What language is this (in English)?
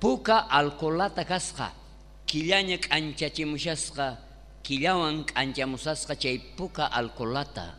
South Bolivian Quechua